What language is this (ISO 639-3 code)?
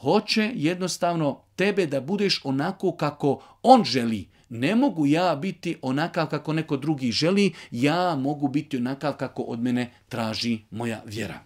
bos